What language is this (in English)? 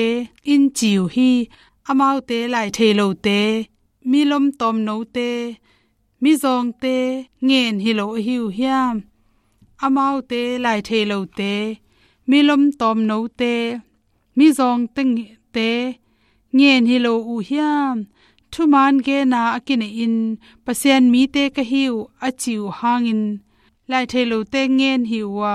Tedim Chin